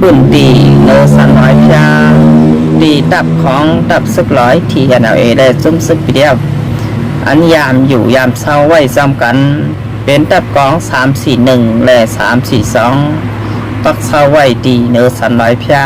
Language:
Shan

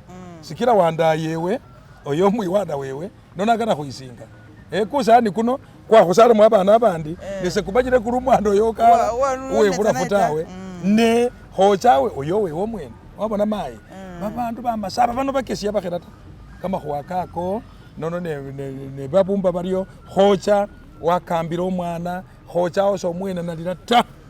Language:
Masaaba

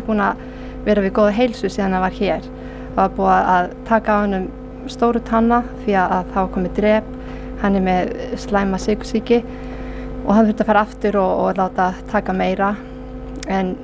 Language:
Icelandic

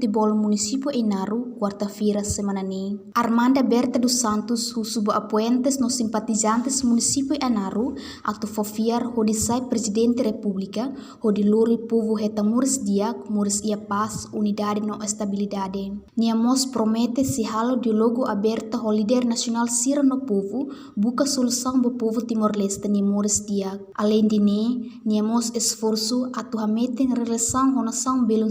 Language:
Tetum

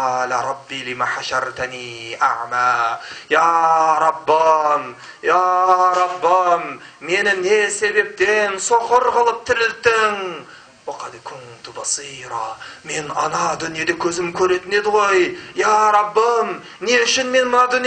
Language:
Kazakh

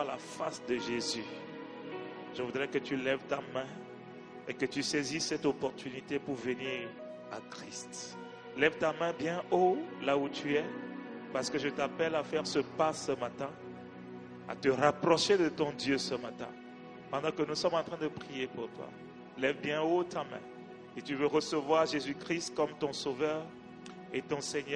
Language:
French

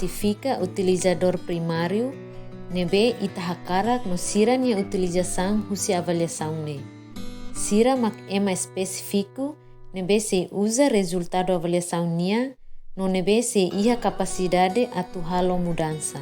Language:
Tetum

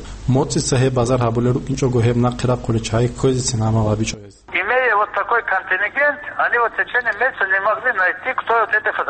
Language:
Avaric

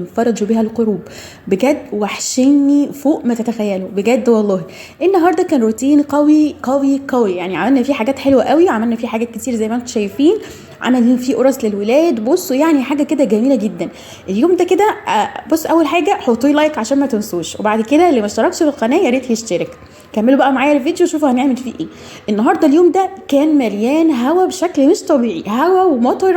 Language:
Egyptian Arabic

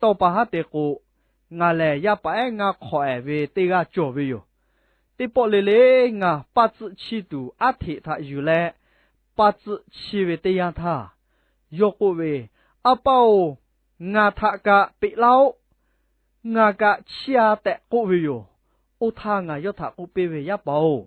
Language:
Lahu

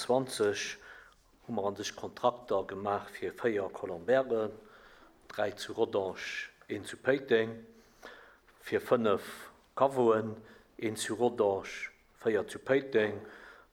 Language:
Luxembourgish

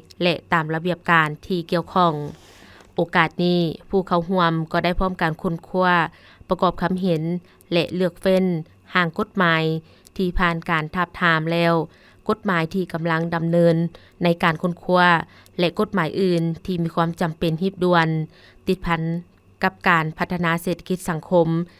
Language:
Lao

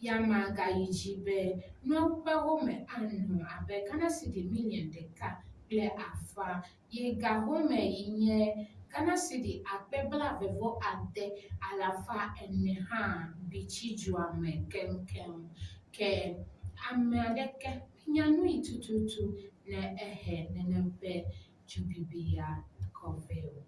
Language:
Ewe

